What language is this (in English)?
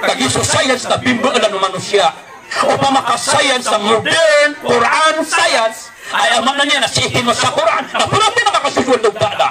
Maranao